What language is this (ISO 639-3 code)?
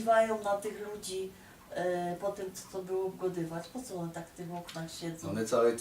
szl